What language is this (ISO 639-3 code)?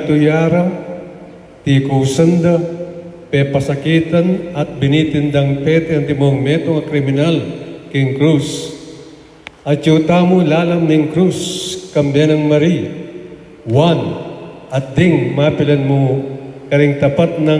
pam